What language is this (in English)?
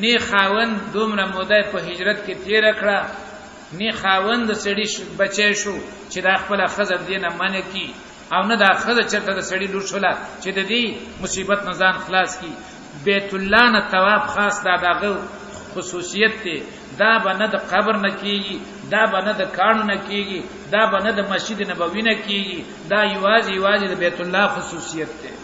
Pashto